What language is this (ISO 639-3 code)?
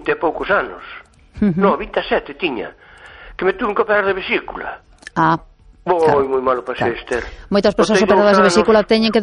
glg